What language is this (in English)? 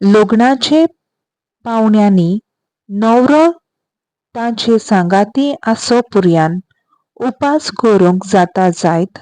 Konkani